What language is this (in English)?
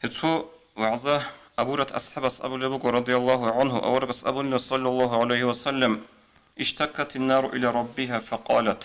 Avaric